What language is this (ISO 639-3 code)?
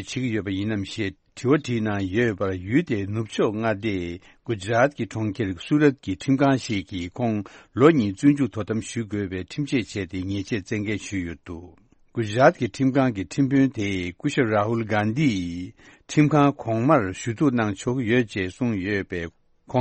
bod